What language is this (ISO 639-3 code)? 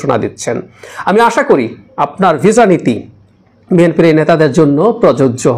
ben